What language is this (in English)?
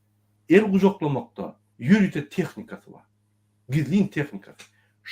Turkmen